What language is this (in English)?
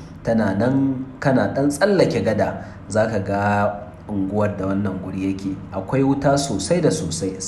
Hausa